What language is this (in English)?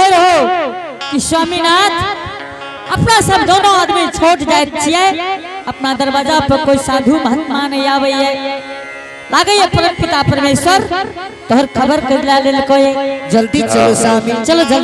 Angika